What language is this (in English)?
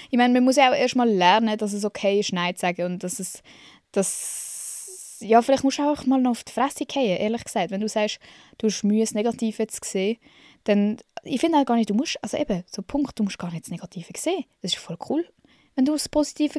Swiss German